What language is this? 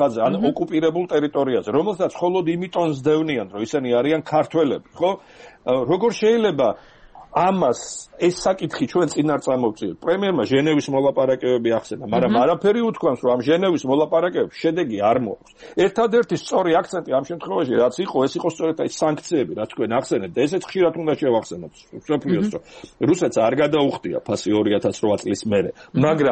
Georgian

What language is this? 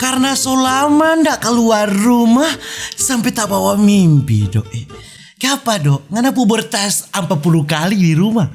Manado Malay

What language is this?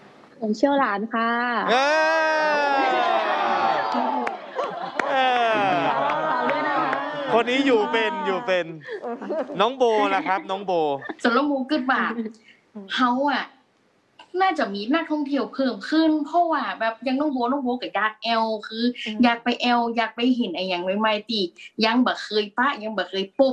Thai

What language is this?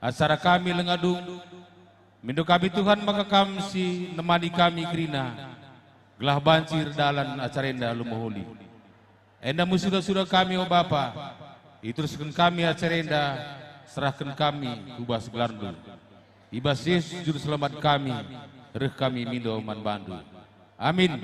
Batak Karo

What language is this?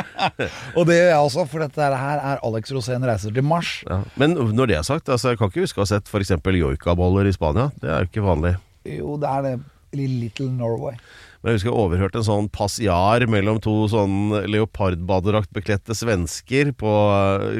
Norwegian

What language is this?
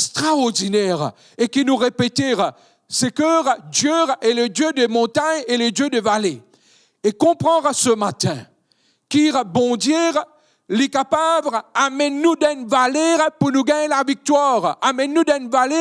Morisyen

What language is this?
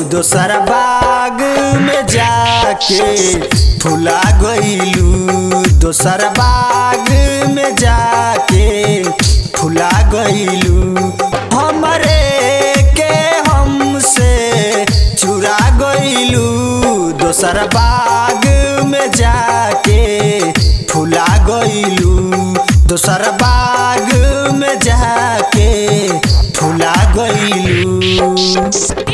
Bhojpuri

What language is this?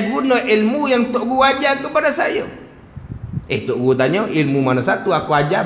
Malay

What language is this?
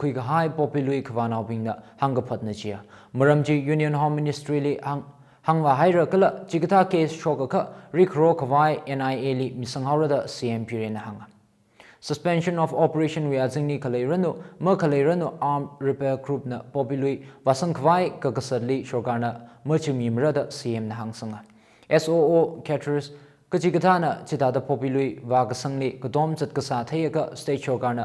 Tangkhul Naga (India)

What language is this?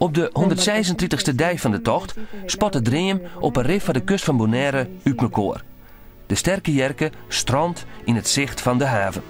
Western Frisian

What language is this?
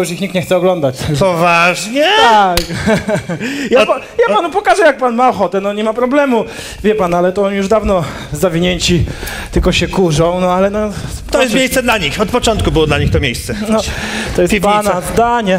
Polish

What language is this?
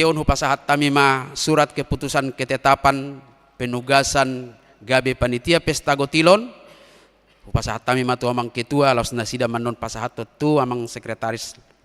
Batak Toba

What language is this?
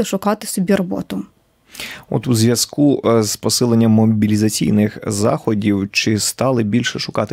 Ukrainian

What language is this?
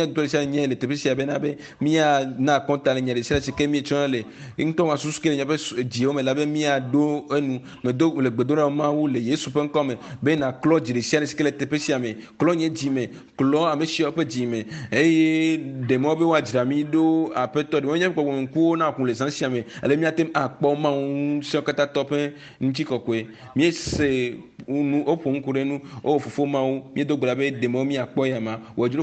Ewe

